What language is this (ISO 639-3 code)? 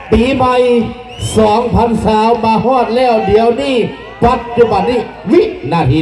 lao